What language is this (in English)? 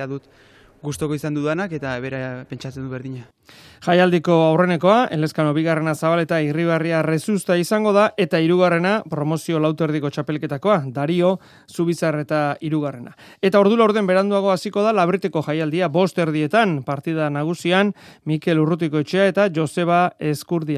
Basque